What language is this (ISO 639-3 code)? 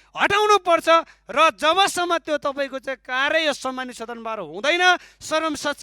nep